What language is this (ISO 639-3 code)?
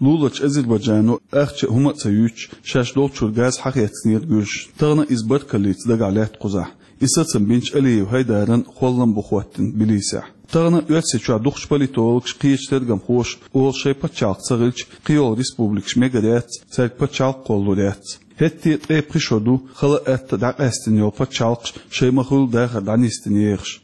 che